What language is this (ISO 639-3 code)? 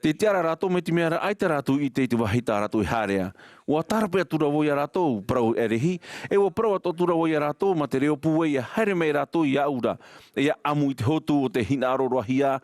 tah